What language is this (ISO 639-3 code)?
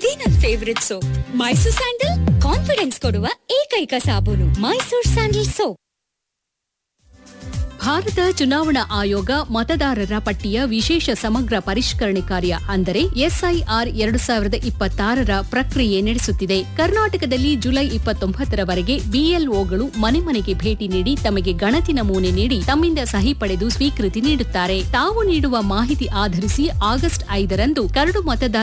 kan